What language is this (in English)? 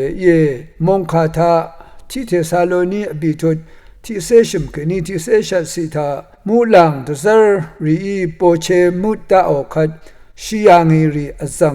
Rawang